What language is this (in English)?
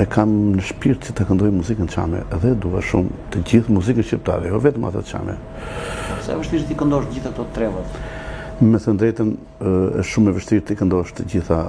Albanian